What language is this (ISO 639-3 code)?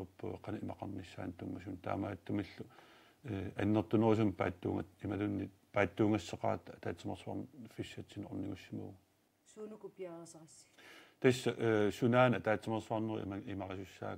kal